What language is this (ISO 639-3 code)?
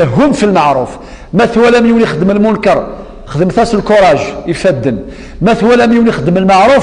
kab